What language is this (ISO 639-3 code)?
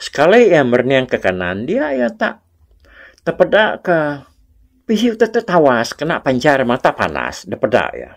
iba